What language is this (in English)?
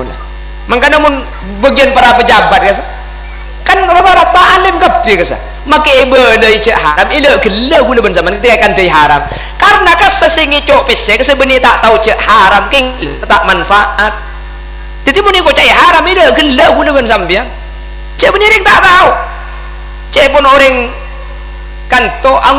Madurese